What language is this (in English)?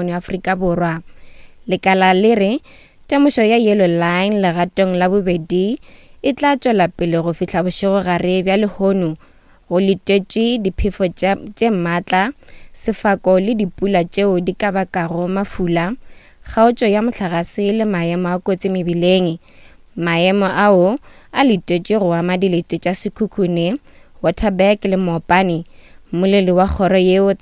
Northern Sotho